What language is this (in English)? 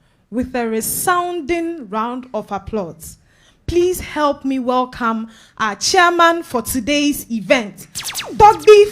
Ewe